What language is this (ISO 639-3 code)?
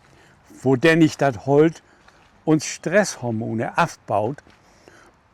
nds